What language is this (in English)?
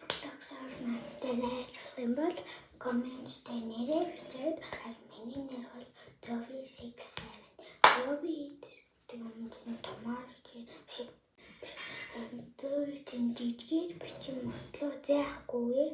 Mongolian